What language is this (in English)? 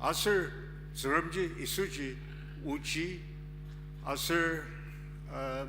Ao Naga